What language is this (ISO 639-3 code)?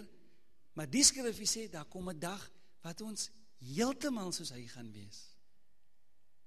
afr